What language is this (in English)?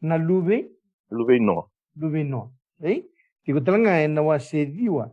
Fijian